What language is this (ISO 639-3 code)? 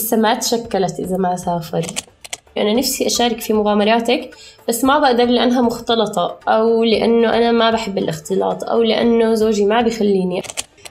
apc